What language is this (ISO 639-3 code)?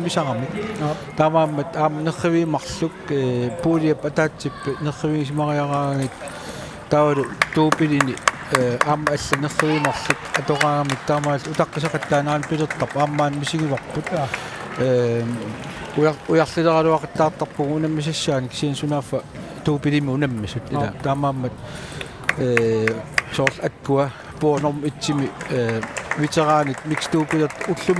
kal